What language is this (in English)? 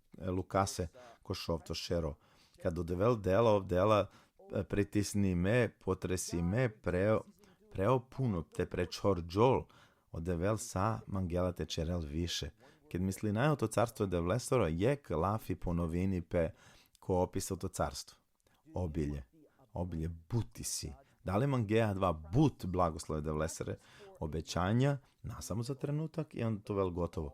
Balkan Romani